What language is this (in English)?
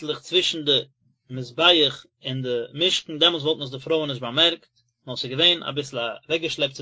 Yiddish